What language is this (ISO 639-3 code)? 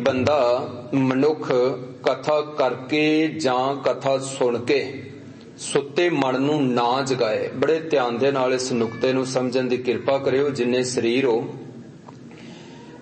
pan